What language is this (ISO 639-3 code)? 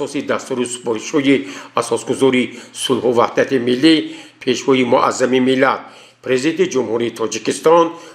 tgk